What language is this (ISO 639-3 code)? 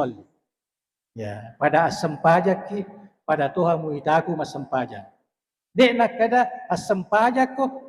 bug